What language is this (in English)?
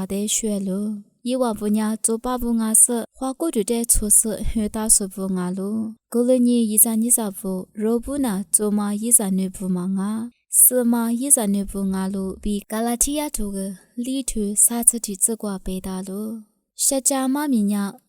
Lisu